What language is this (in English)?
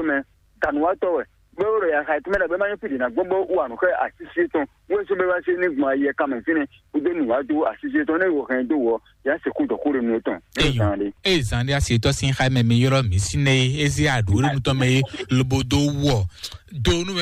Fon